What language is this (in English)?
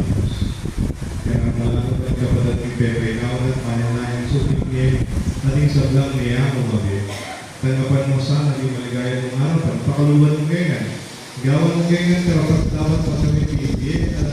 Pampanga